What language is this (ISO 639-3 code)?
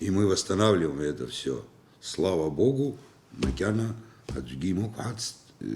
abk